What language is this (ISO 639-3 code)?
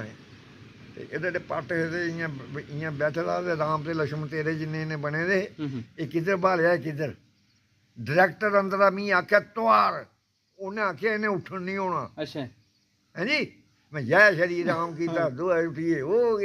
doi